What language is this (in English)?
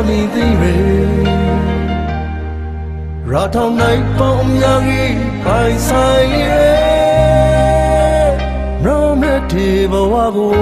Burmese